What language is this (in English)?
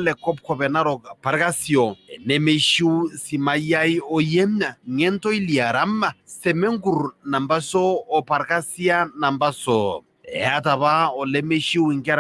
Masai